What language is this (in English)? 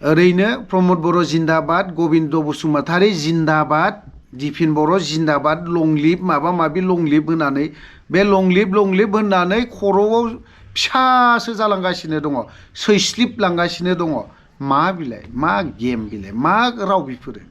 Bodo